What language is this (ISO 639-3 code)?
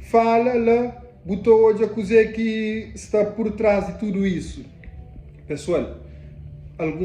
kea